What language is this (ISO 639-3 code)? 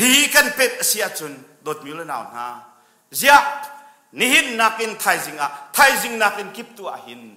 cnh